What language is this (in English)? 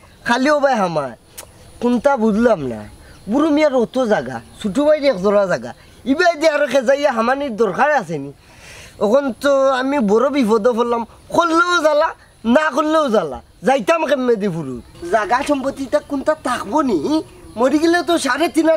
Sylheti